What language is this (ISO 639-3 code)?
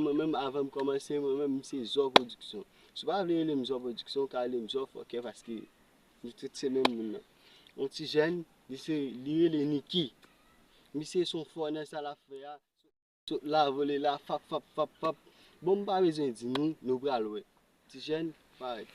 hat